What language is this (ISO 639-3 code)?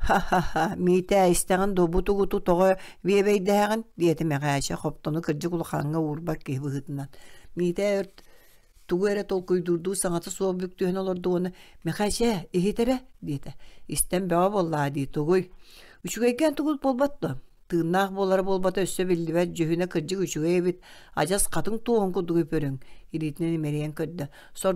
sah